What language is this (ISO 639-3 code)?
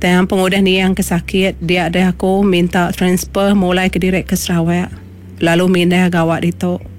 iba